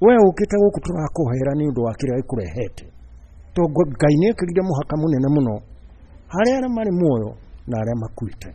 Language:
Kikuyu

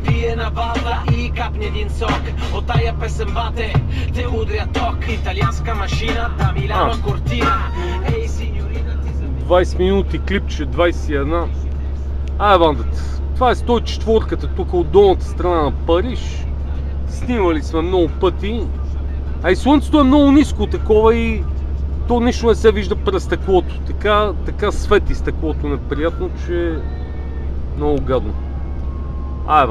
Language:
Bulgarian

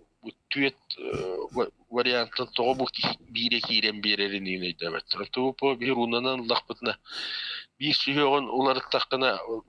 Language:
Yakut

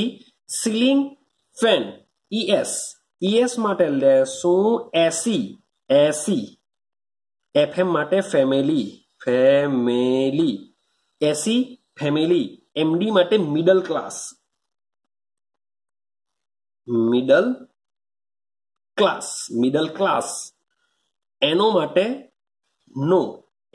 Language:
Gujarati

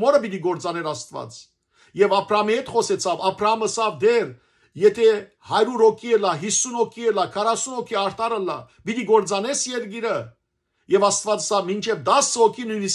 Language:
Western Armenian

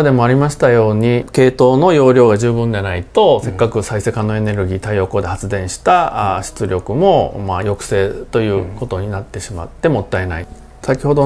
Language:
Japanese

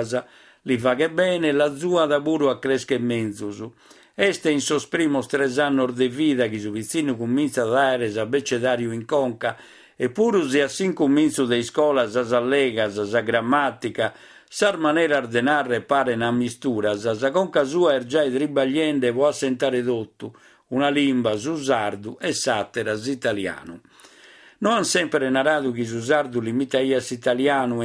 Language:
Sardinian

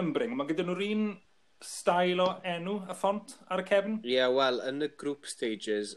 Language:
Welsh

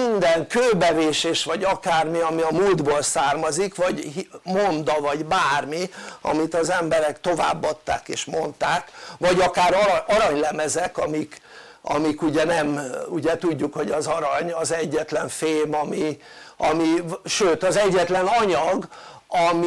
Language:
Hungarian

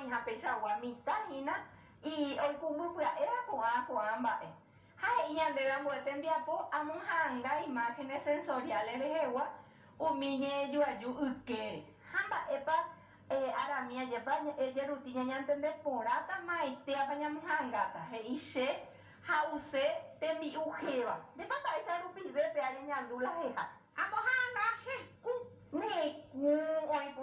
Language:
Guarani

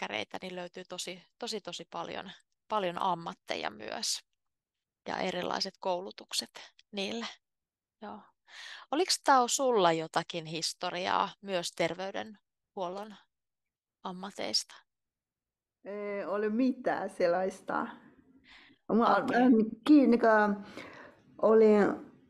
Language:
Finnish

